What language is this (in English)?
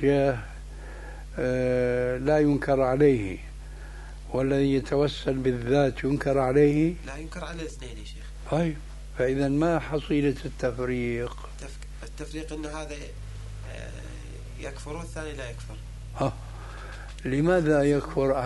Arabic